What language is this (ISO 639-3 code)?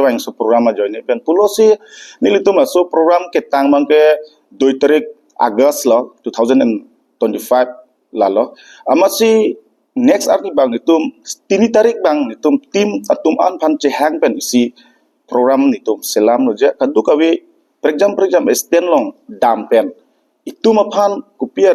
mjw